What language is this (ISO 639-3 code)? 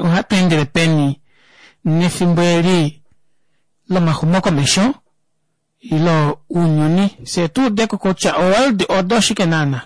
kua